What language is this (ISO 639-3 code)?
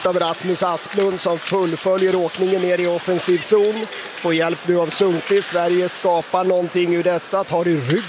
swe